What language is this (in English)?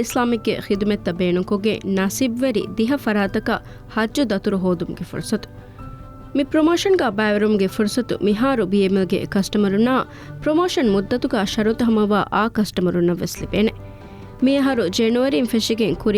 Divehi